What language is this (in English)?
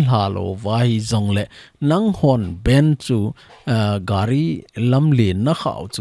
Thado Chin